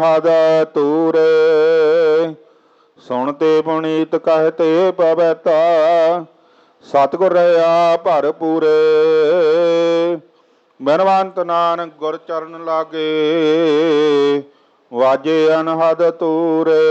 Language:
Punjabi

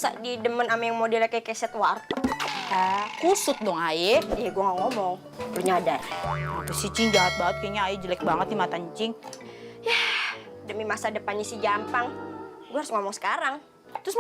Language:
Betawi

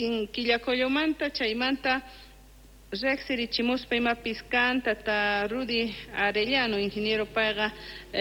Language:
Quechua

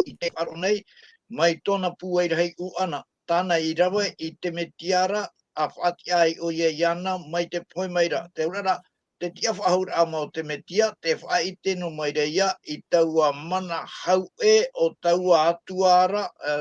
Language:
Tahitian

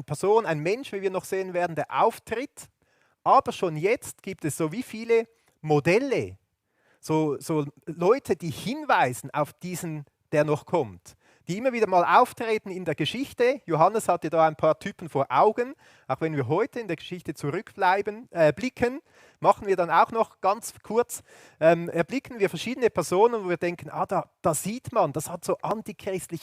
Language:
Swiss German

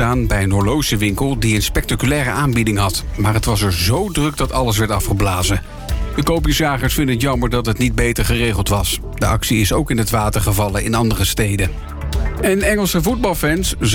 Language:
Dutch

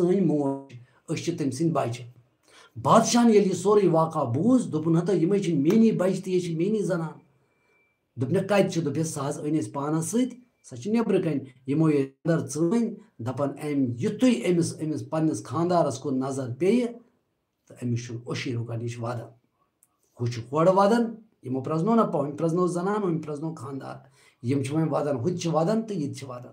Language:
Kashmiri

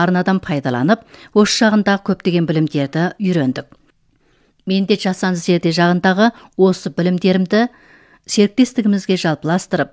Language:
Kazakh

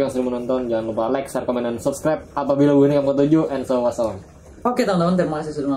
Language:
Banjar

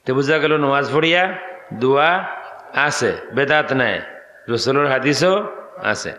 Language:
Sylheti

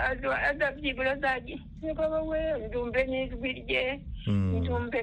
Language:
Kinyarwanda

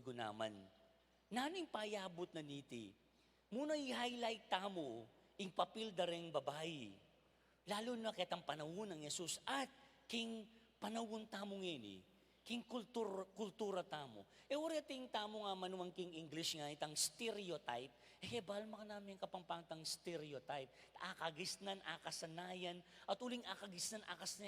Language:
Pampanga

